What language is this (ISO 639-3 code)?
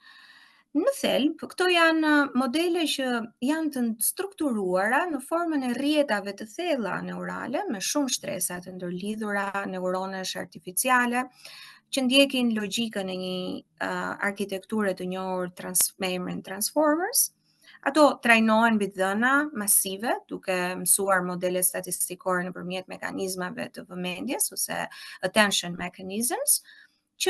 sqi